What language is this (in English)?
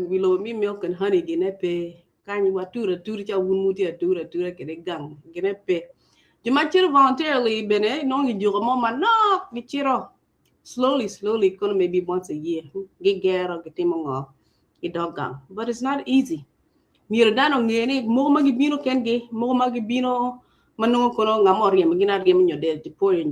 Acoli